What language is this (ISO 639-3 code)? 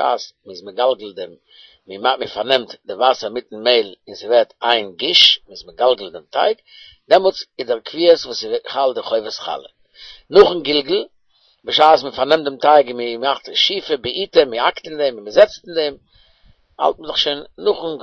yid